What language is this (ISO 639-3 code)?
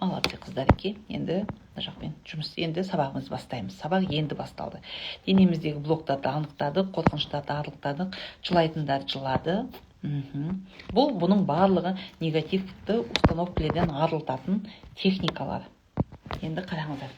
kaz